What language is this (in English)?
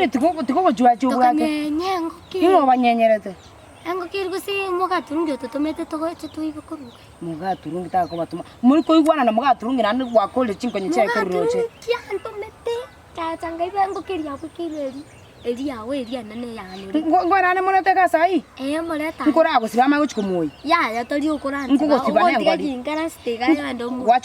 Gusii